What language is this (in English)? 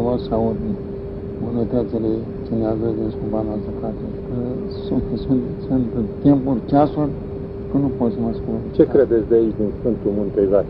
Romanian